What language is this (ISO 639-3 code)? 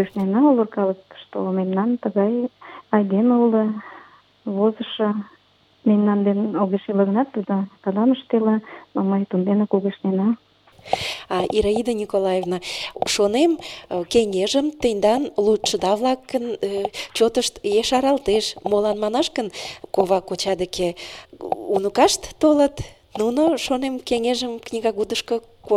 chm